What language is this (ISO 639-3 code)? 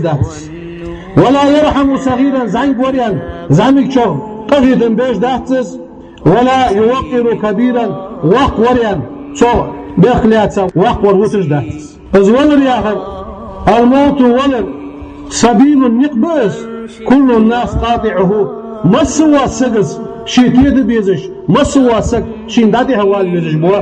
inh